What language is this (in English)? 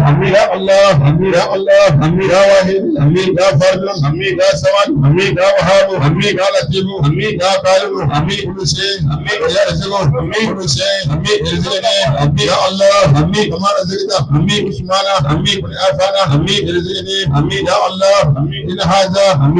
Bambara